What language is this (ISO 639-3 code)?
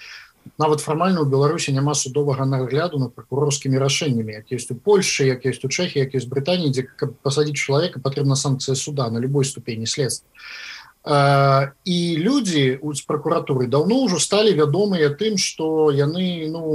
bel